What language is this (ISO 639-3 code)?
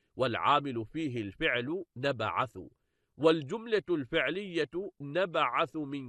ara